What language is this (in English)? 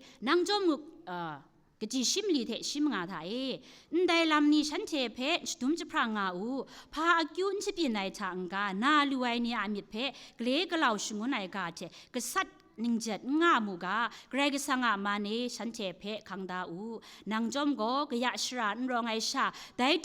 Kachin